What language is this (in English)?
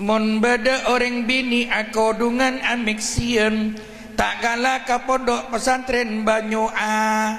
Madurese